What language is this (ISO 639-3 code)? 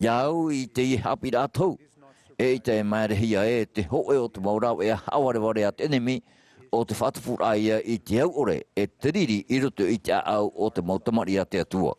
tah